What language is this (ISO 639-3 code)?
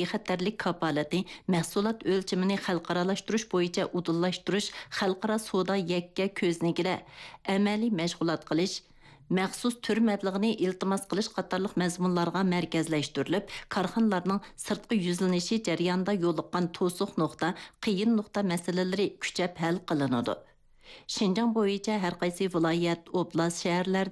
uig